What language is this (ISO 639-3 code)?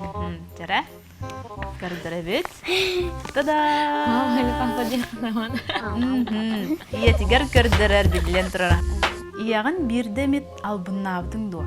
sah